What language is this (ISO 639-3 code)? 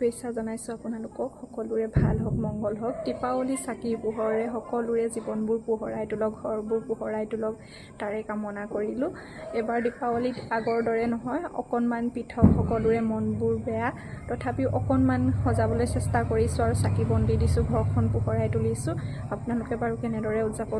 asm